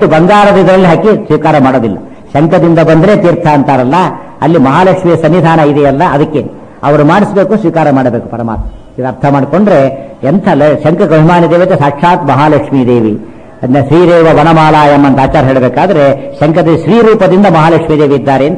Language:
Kannada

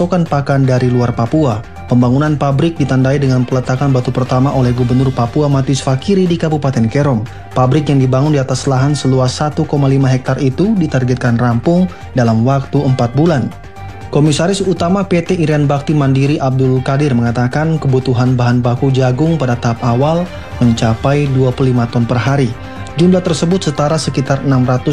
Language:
Indonesian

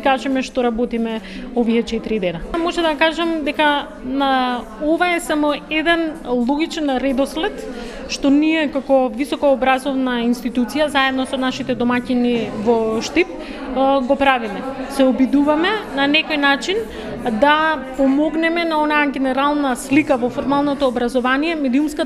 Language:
Macedonian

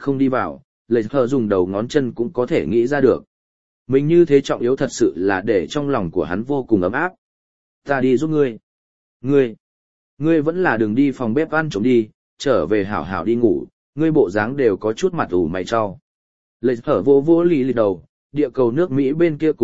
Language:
Vietnamese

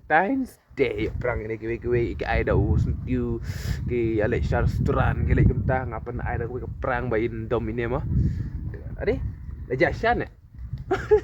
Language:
Khasi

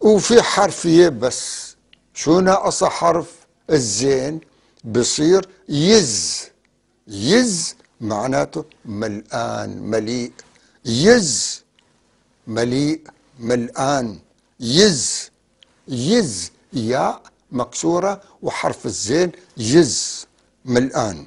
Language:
North Levantine Arabic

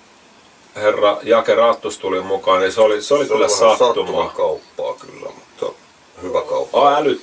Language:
Finnish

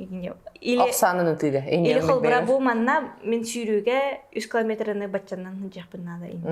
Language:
Yakut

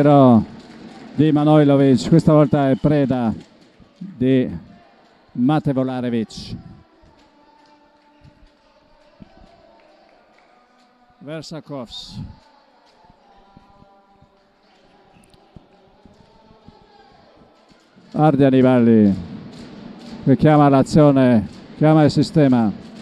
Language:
Italian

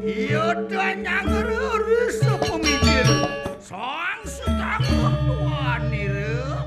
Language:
Balinese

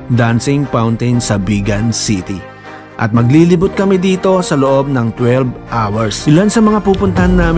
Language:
Filipino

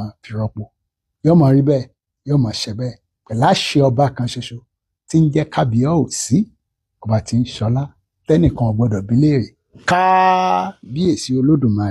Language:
Yoruba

